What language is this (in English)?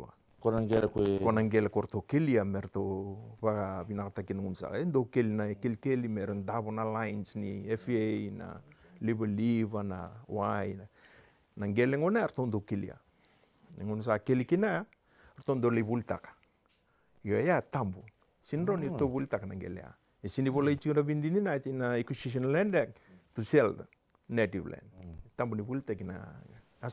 Fijian